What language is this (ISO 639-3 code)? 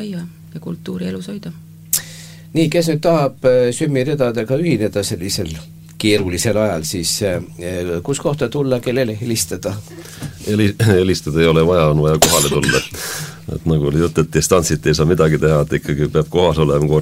est